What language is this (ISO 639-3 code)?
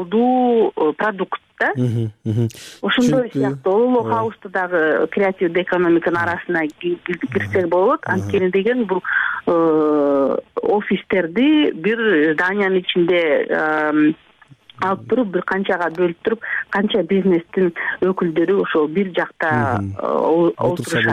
kir